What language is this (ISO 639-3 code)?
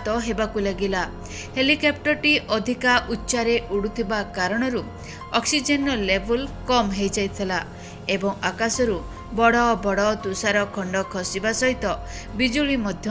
ori